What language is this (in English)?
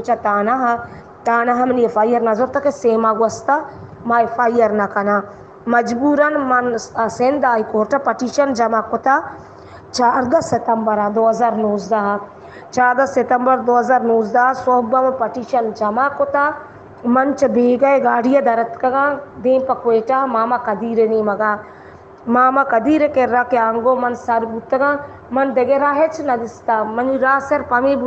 Baluchi